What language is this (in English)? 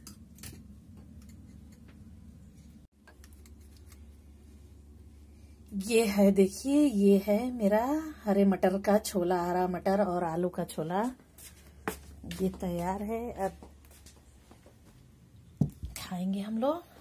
Hindi